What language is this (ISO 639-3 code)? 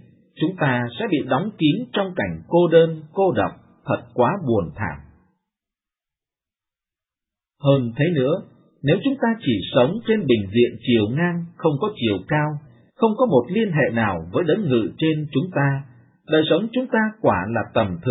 vie